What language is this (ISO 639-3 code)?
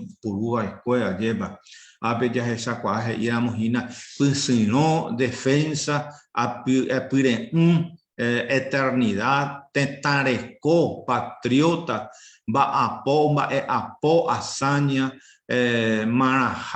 grn